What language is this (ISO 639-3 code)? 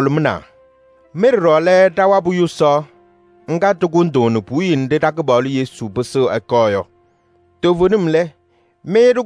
kbp